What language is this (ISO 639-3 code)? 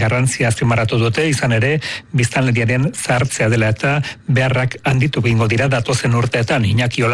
eus